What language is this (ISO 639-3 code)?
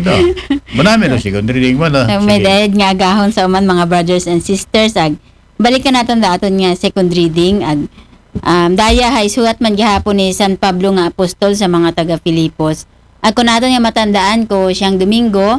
akl